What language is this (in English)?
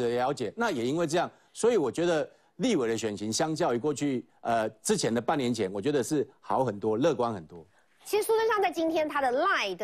Chinese